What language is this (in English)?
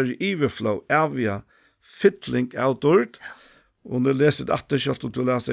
Faroese